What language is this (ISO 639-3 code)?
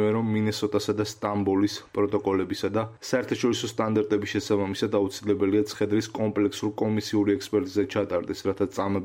kat